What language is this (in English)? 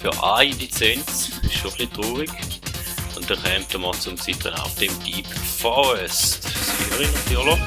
Swiss German